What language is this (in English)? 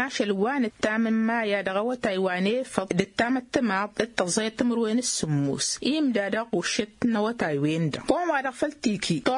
Tamasheq